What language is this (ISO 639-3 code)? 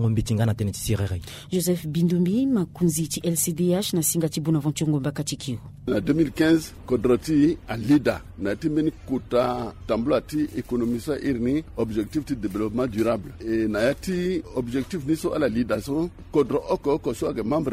sag